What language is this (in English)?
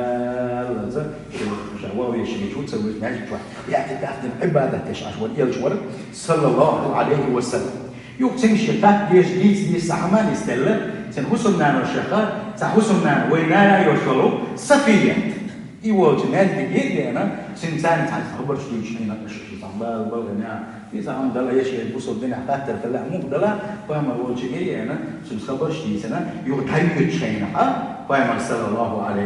Chechen